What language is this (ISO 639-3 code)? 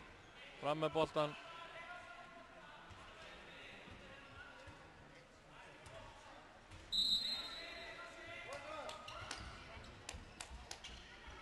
isl